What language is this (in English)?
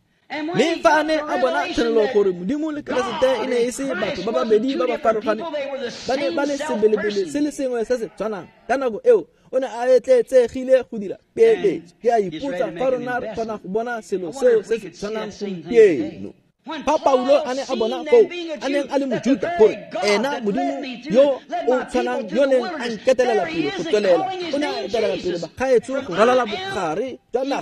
Tswana